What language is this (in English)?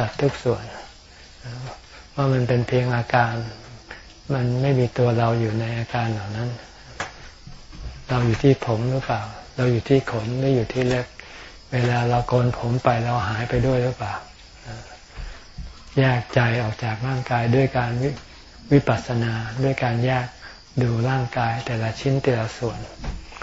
Thai